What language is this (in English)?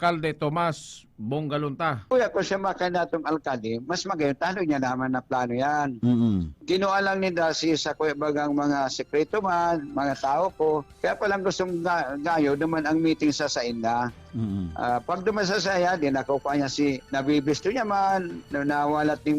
Bikol